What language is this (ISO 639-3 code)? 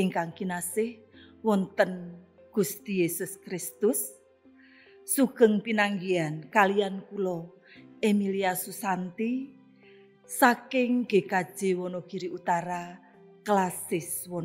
jav